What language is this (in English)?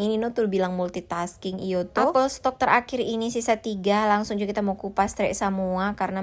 Manado Malay